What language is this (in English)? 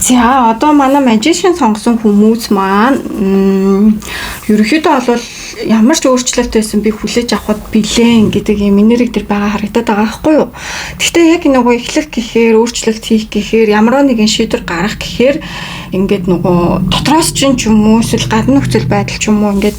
Mongolian